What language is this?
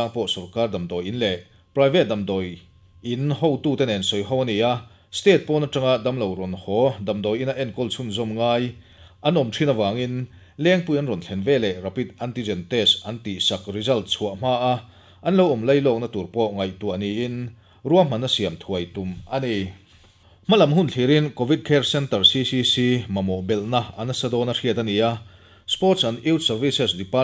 Mizo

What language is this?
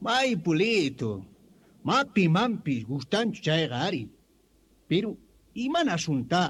South Bolivian Quechua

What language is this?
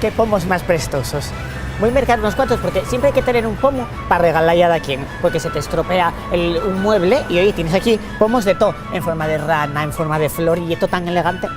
Asturian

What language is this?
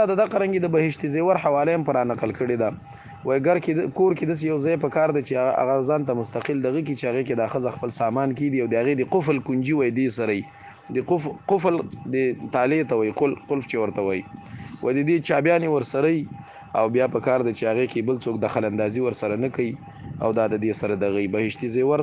Pashto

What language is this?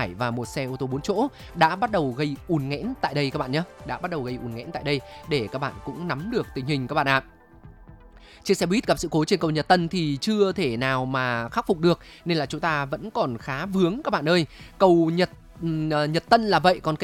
Vietnamese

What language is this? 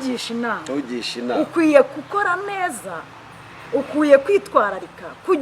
Kinyarwanda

